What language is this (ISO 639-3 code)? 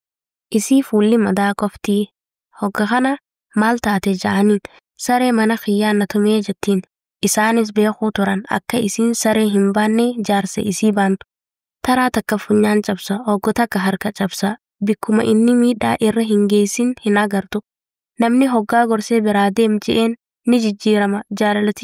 orm